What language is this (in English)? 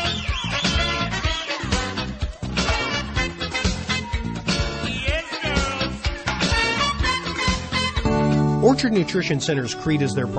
English